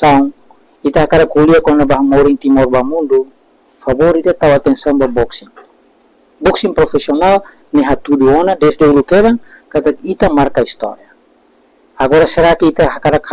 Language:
Tetum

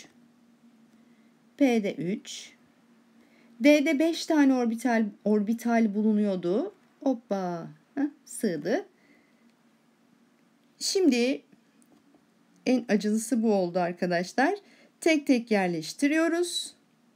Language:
Turkish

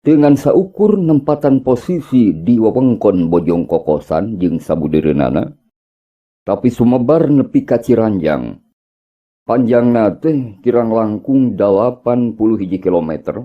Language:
Sundanese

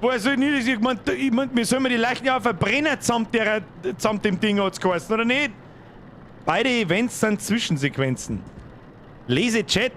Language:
Bavarian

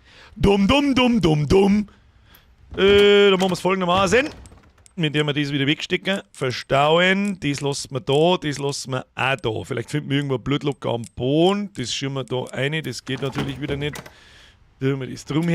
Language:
Bavarian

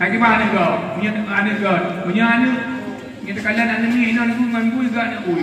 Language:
Achinese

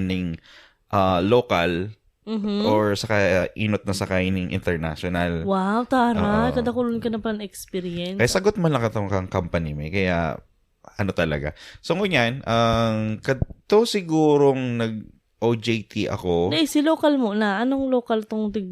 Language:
Bikol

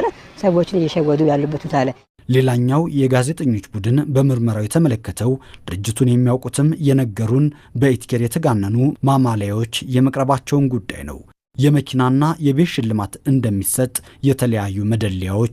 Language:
Amharic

